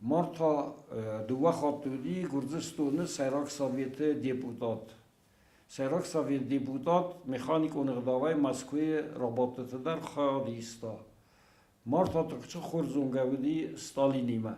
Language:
Ossetic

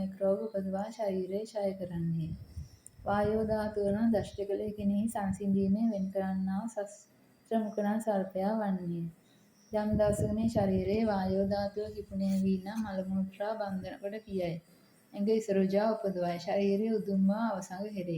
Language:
Sinhala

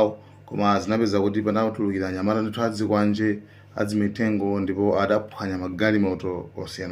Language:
Nyanja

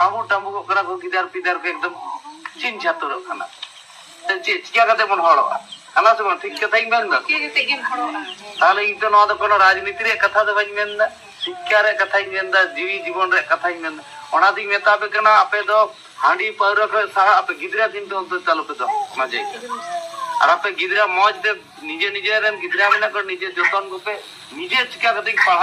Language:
Santali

